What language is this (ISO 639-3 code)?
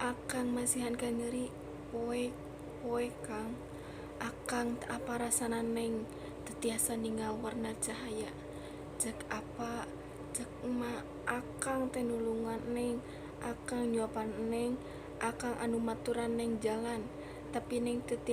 sun